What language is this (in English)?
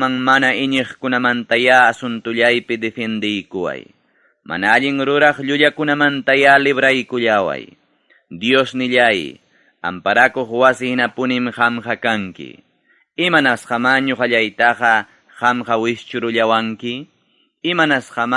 Ayacucho Quechua